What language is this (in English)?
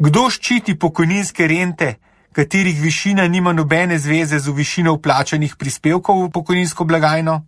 Slovenian